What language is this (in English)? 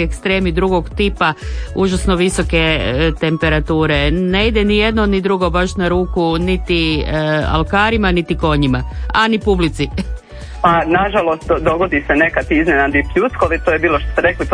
Croatian